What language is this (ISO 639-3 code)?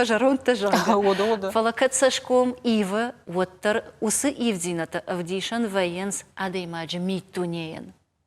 oss